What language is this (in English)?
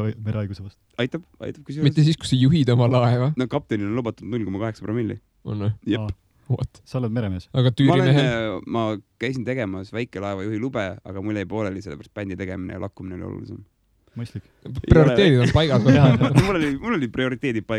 Estonian